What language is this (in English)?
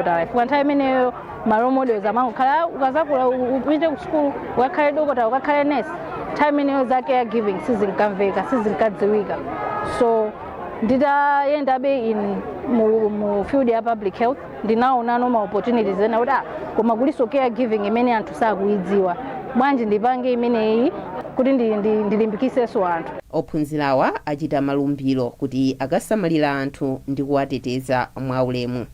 Nyanja